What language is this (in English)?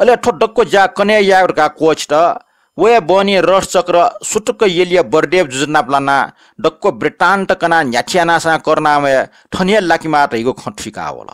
Newari